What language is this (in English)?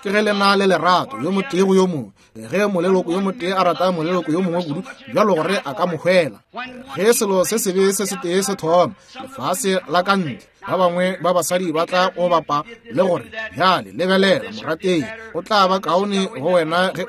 Northern Sotho